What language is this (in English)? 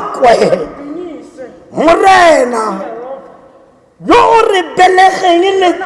Tswana